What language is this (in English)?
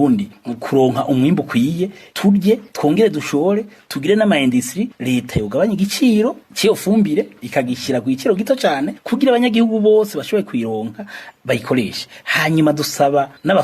Rundi